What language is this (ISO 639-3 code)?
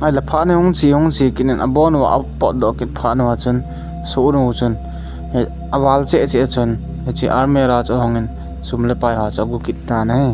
tcz